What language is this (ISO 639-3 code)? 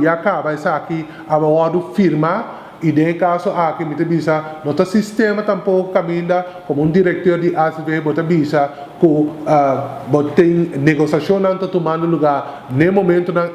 pap